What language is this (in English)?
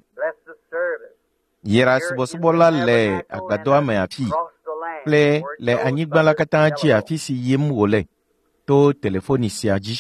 Ewe